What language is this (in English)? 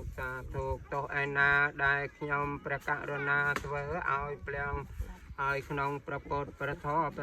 Khmer